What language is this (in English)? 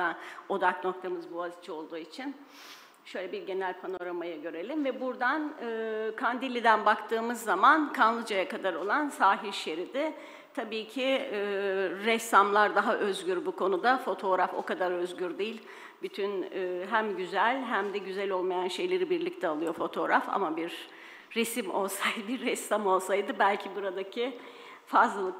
Turkish